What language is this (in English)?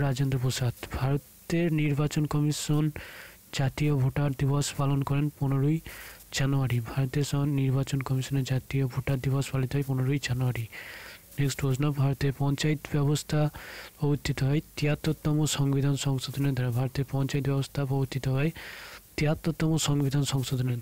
Bangla